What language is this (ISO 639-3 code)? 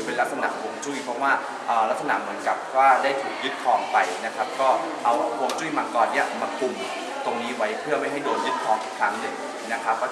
tha